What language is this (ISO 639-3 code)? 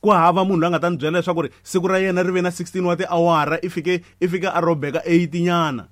tso